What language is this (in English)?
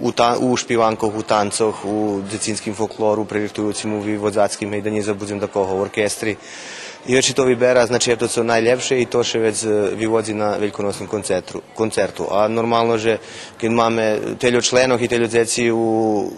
Rusyn